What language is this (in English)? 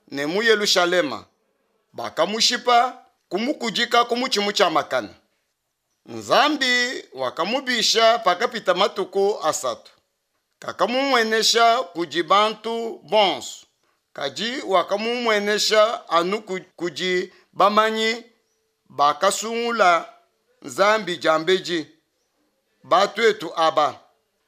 Luba-Lulua